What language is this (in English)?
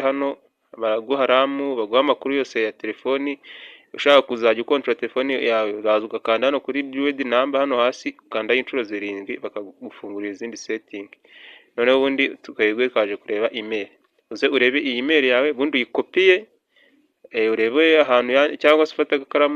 Kinyarwanda